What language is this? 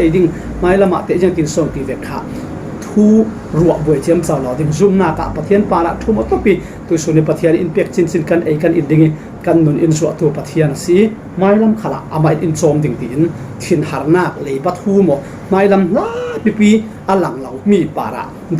Falam Chin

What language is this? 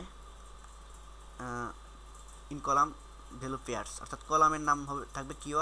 Bangla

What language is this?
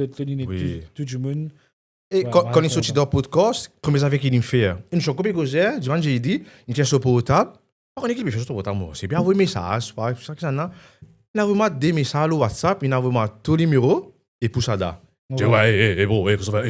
Morisyen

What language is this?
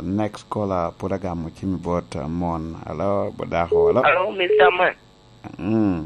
Lango (Uganda)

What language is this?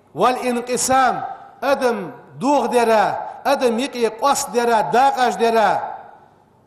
Ingush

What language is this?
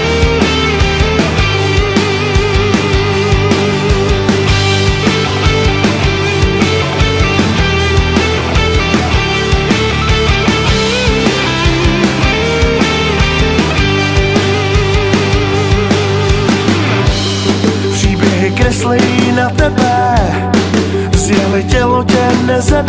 Czech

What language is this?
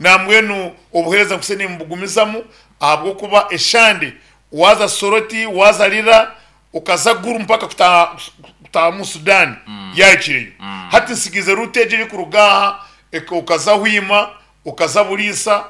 Nyankole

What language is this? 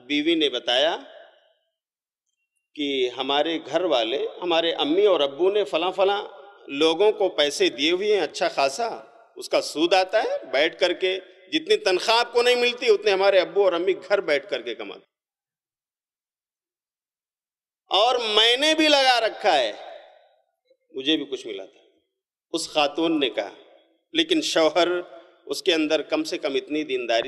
Urdu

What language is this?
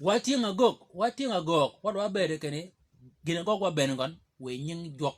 Shilluk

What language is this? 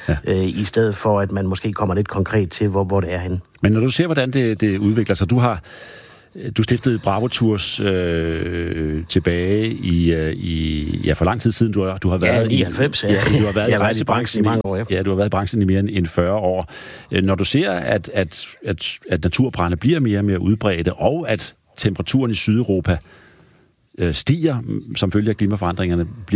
Danish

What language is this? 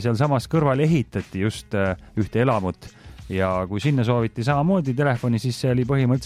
Estonian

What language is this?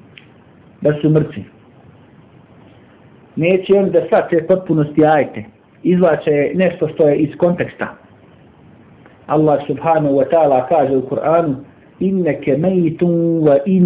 Bosnian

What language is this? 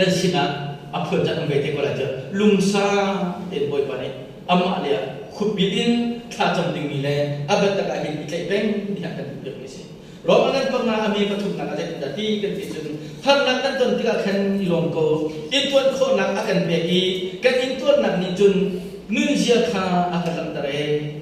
Hakha Chin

